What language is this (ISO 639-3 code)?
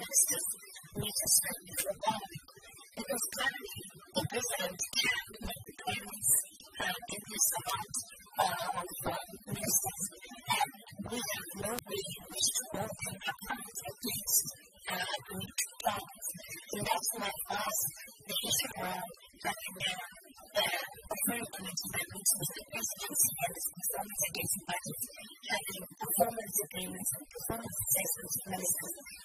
eng